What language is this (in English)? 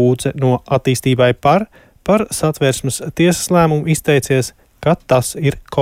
Latvian